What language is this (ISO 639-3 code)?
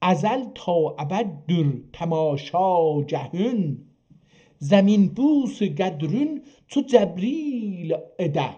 azb